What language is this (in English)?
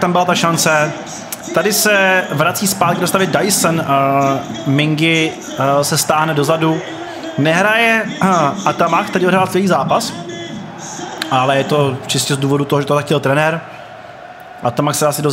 Czech